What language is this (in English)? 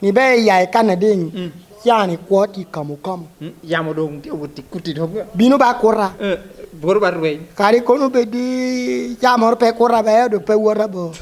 Lango (Uganda)